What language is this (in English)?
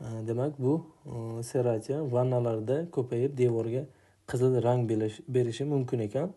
Uzbek